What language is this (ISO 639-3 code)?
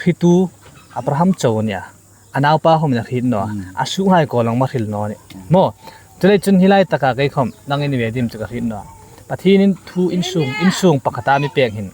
hmr